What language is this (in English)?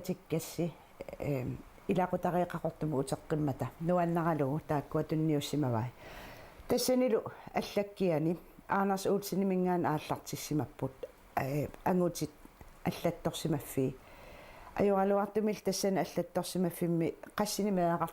Kalaallisut